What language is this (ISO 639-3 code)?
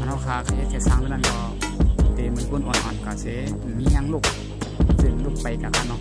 shn